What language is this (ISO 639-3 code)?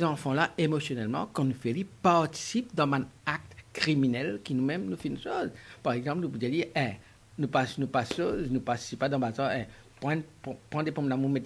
mfe